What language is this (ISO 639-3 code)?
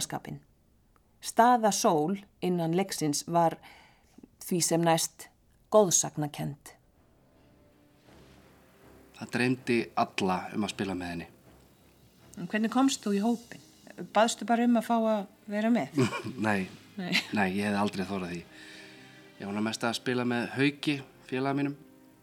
isl